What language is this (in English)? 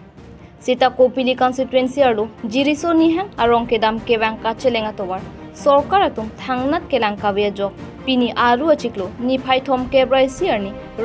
Karbi